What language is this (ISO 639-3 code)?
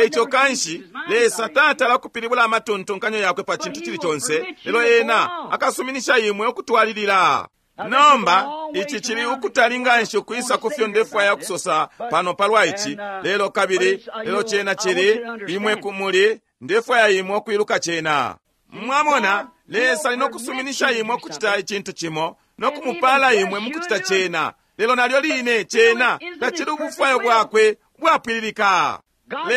bem